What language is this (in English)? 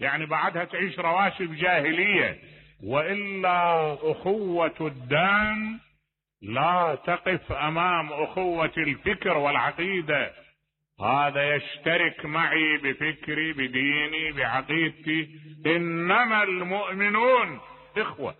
Mesopotamian Arabic